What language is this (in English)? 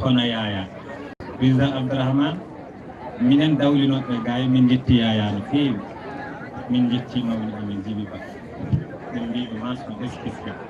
Fula